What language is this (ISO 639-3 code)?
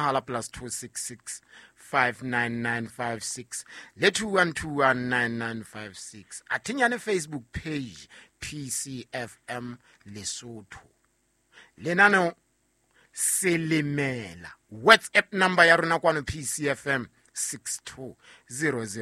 sot